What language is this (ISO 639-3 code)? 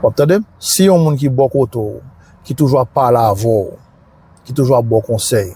hat